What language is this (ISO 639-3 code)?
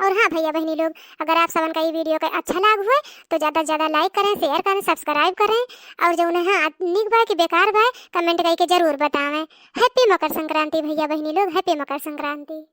awa